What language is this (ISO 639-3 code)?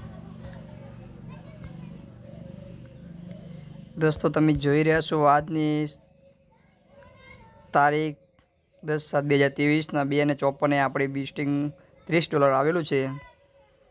guj